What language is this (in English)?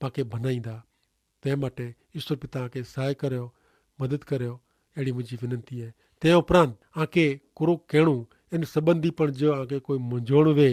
Kachhi